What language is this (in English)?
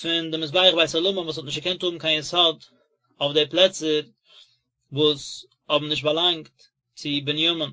Yiddish